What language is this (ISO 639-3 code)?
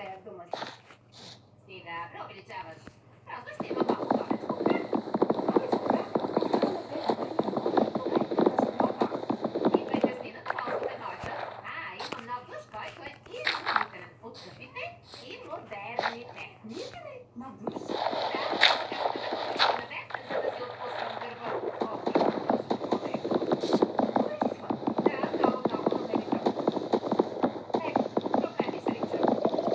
bul